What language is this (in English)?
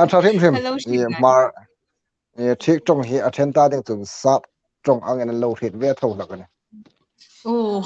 Hmar